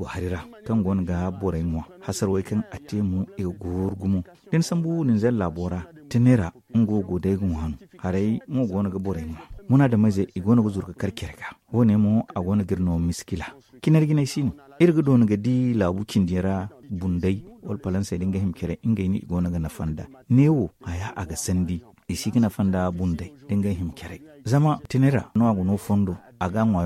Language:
Zarma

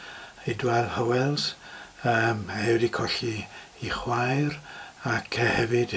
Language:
Welsh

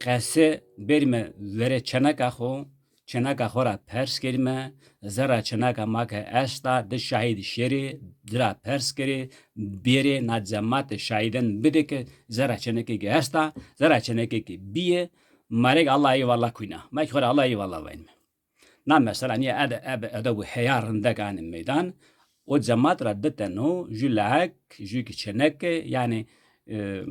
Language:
Zaza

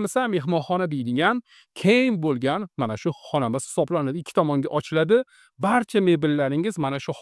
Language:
Uzbek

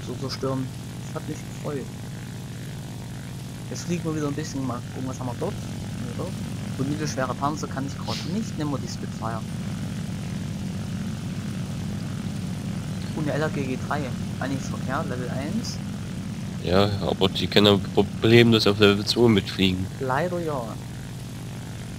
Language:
German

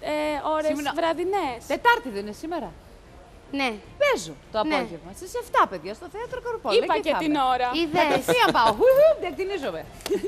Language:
Greek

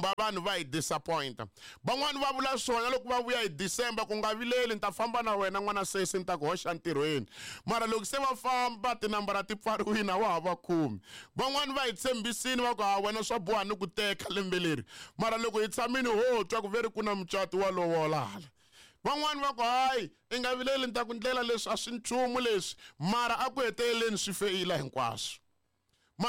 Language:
Tsonga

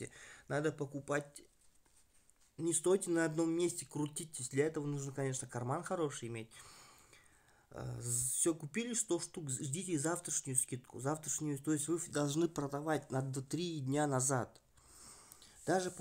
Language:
Russian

